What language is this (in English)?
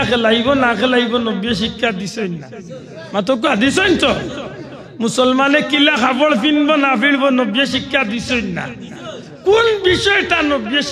Sylheti